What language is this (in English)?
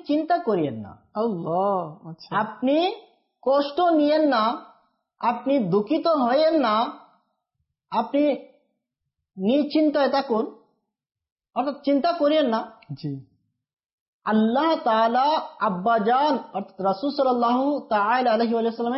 Bangla